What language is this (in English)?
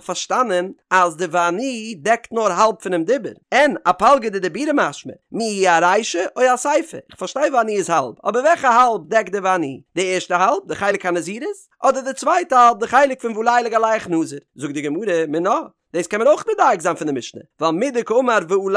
Yiddish